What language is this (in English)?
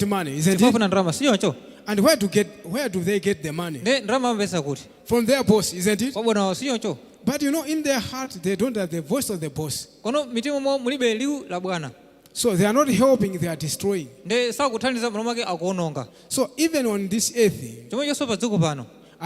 Nyanja